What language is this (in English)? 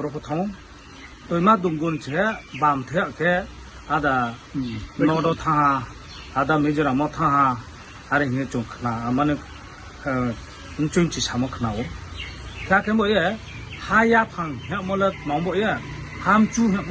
Riang (India)